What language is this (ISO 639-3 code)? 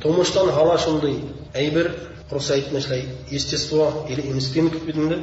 bak